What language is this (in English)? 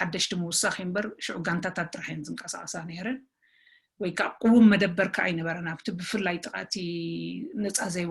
Tigrinya